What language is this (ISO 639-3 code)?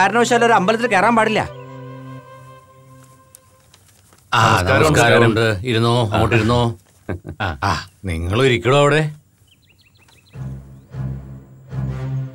mal